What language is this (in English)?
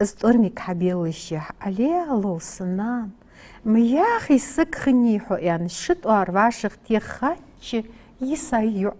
Ingush